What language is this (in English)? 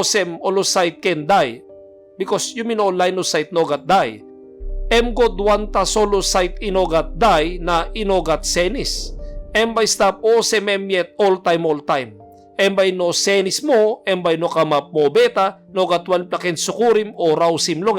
Tok Pisin